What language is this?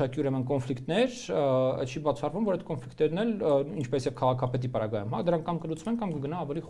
Armenian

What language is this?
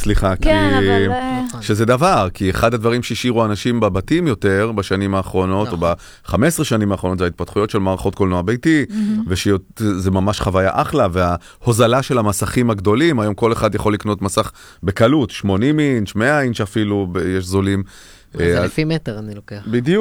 Hebrew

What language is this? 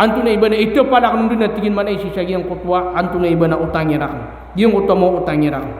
Maranao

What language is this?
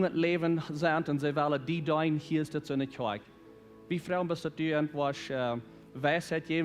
Plautdietsch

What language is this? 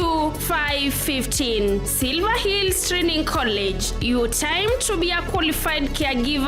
Kamba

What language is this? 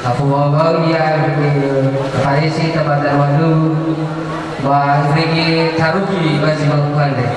Nias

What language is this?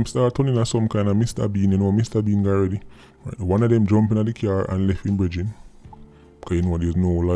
Jamaican Creole English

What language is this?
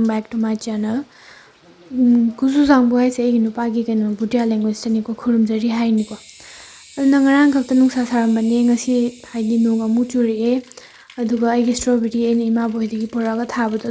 Manipuri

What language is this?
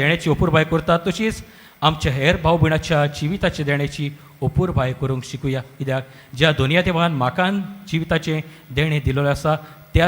Konkani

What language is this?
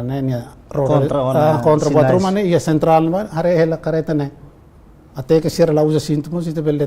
Tetum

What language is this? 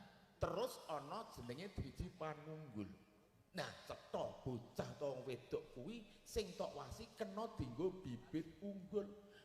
Javanese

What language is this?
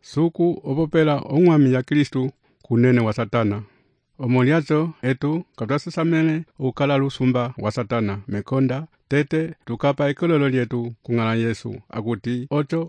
Umbundu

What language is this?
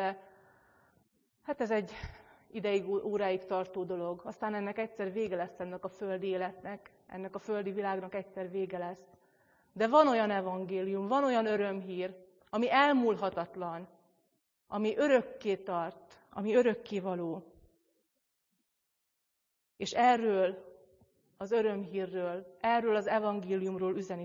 Hungarian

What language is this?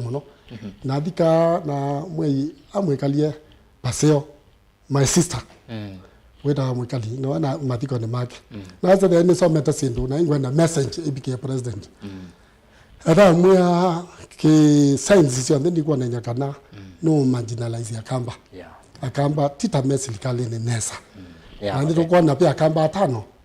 Kamba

